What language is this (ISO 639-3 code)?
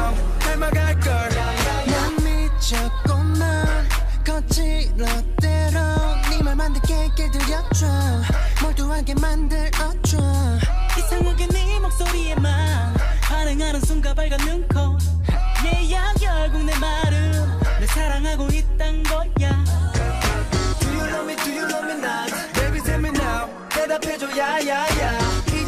kor